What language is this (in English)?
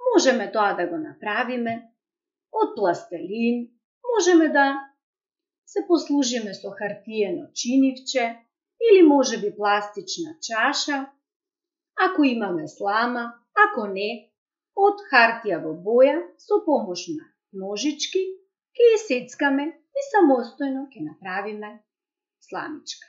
Macedonian